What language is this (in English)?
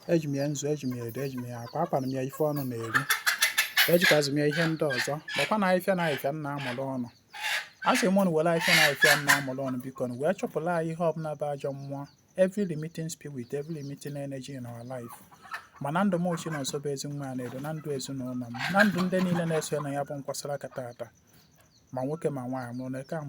Igbo